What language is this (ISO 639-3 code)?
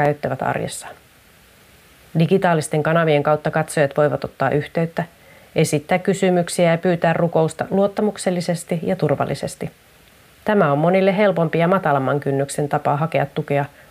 fin